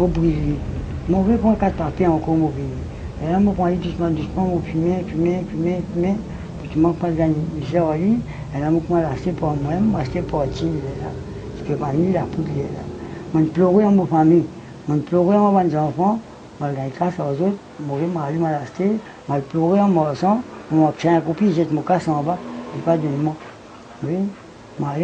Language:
Morisyen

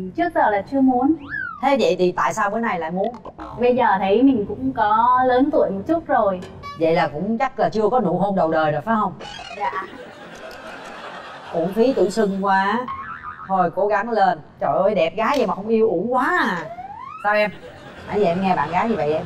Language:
Vietnamese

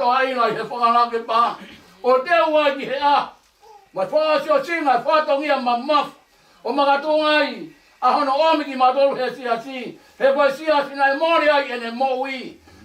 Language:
Tongan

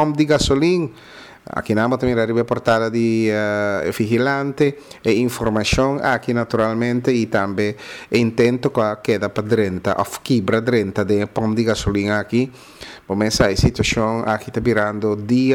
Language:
Papiamento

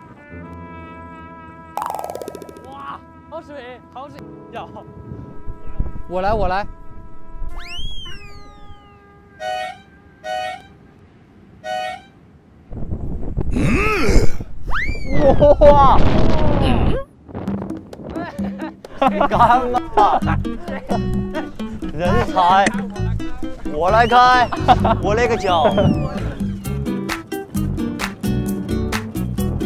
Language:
Chinese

